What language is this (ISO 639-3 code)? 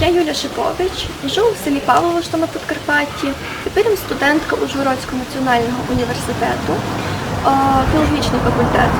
rue